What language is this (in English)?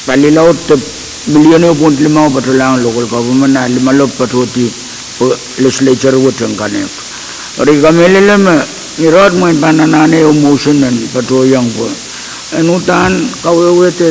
Pohnpeian